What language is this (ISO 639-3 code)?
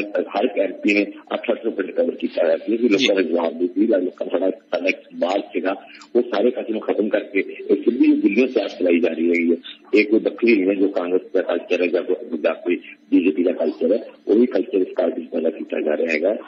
pan